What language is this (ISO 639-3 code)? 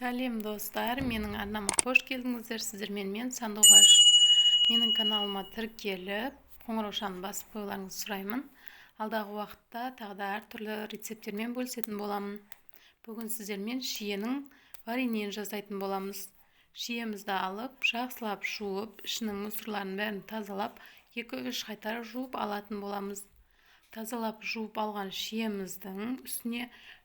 kaz